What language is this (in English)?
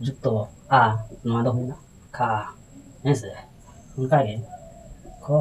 Santali